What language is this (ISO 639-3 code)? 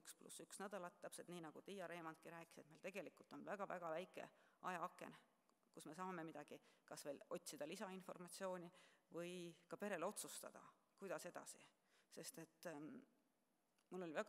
est